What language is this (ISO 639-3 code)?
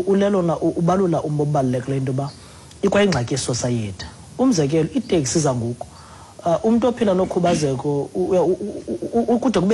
xho